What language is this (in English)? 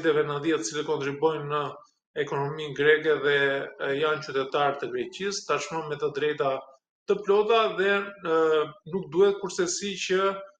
Albanian